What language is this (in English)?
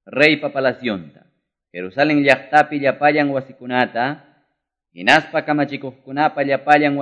Quechua